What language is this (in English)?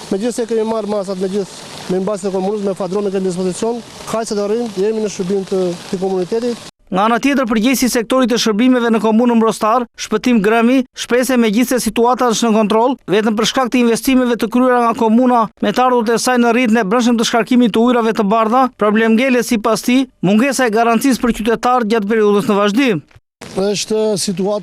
Albanian